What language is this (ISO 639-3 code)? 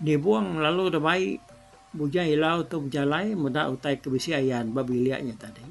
iba